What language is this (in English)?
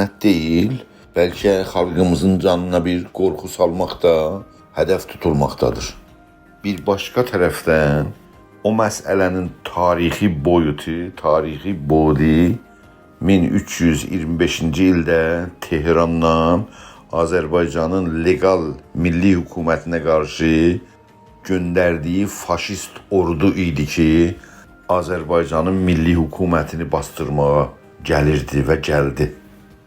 South Azerbaijani